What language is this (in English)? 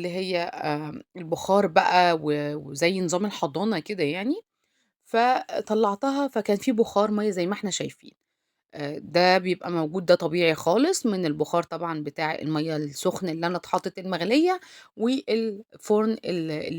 Egyptian Arabic